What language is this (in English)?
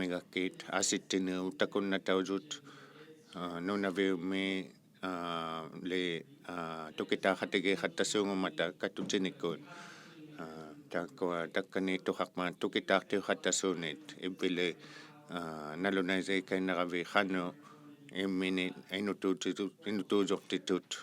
Inuktitut